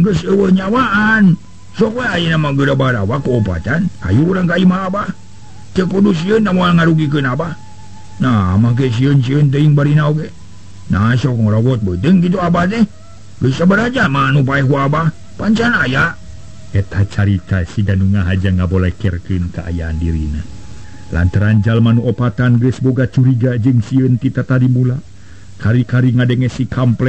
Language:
Sundanese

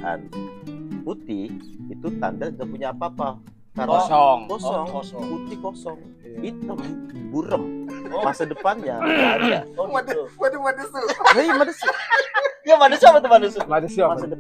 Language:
Betawi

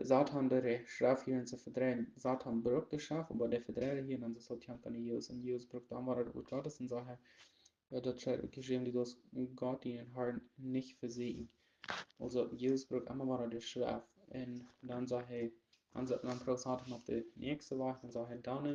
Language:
Plautdietsch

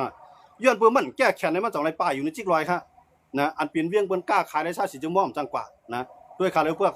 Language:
Shan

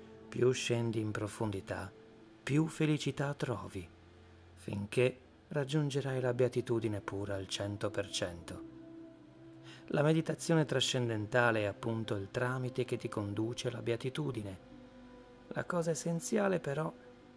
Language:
Italian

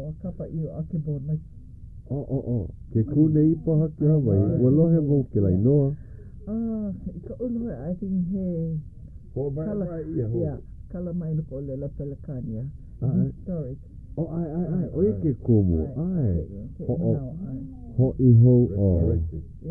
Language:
Hawaiian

